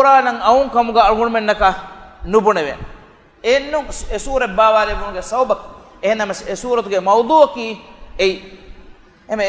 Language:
Divehi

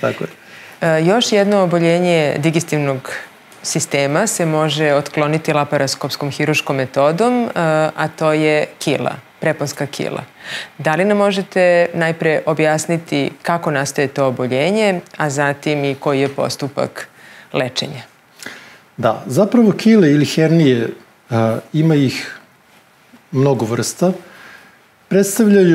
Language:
Serbian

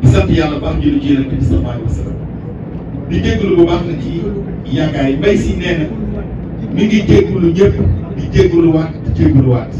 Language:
Wolof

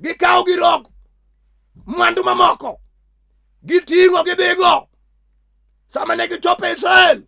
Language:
Luo (Kenya and Tanzania)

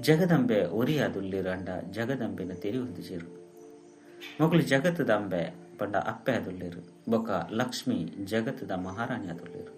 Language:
Tulu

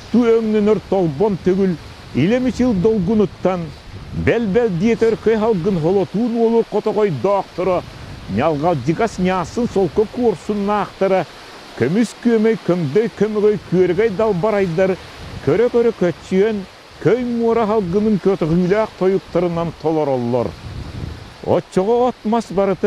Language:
Yakut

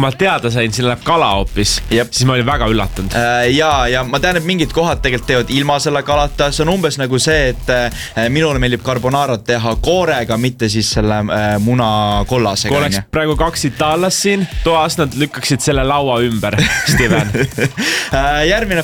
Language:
Estonian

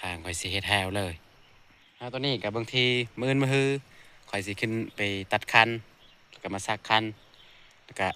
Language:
Northeastern Thai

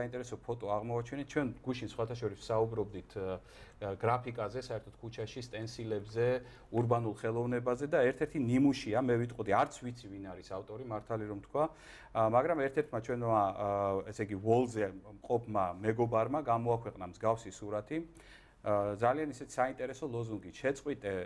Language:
Georgian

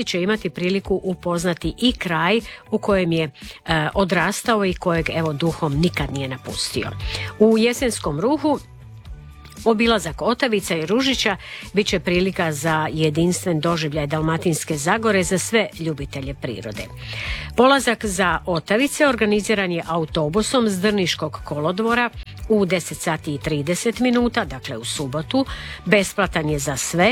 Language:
Croatian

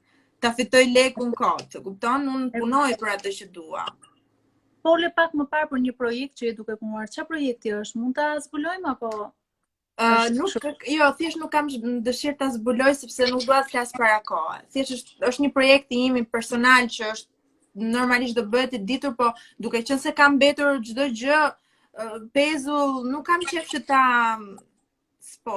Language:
Albanian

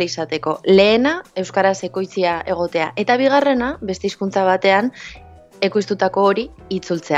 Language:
Basque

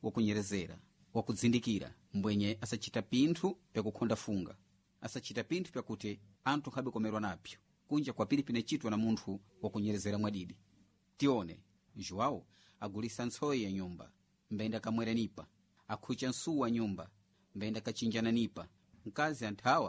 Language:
Sena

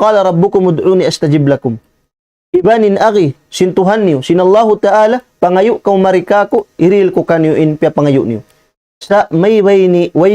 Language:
Tausug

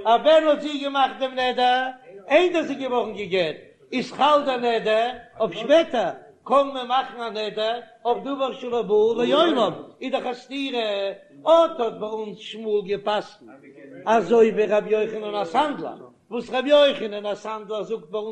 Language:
Yiddish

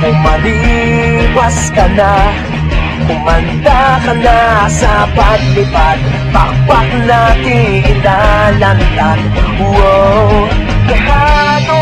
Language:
Filipino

